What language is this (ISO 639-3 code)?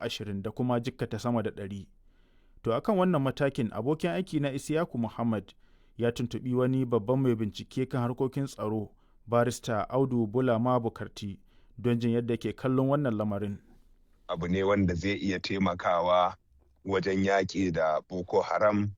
hau